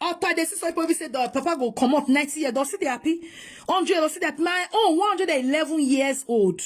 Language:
Nigerian Pidgin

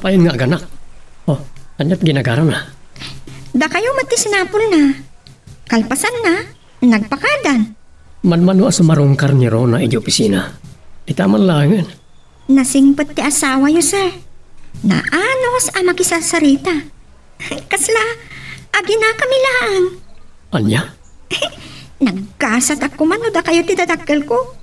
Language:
Iloko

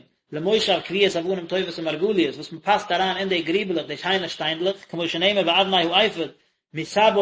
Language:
Yiddish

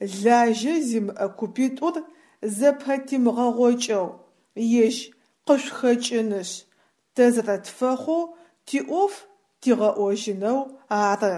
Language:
Adyghe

